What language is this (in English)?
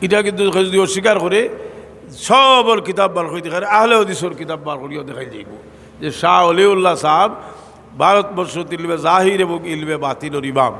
Sylheti